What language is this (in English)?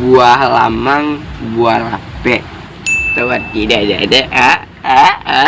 Minangkabau